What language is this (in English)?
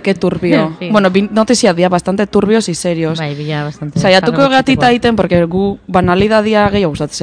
Basque